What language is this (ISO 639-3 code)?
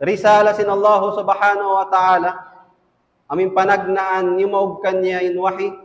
tsg